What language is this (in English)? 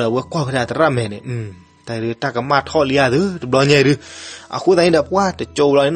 S'gaw Karen